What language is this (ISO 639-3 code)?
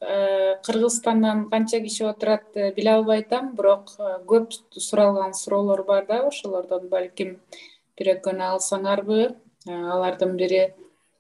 kir